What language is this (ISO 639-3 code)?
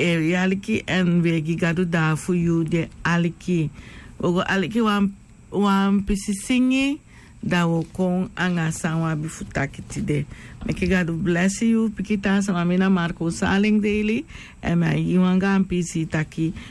srn